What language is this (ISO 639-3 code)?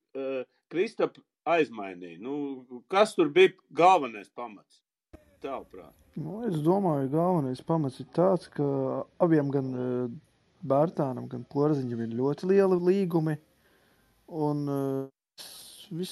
lav